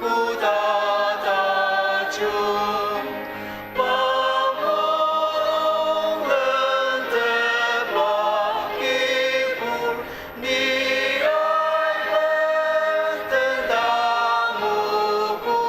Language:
Ao Naga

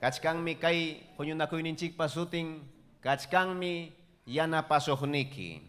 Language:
Ayacucho Quechua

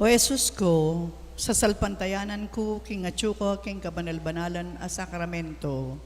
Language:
Pampanga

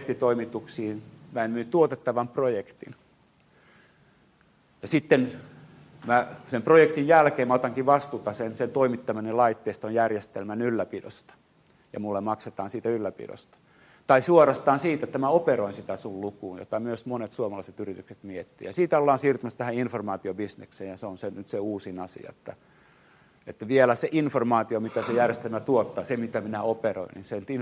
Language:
Finnish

